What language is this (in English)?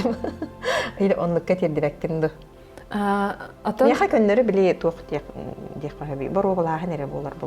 Yakut